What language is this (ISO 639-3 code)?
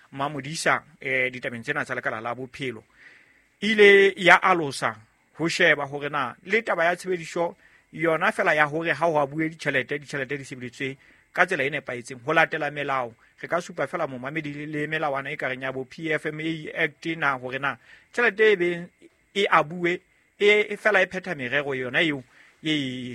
sot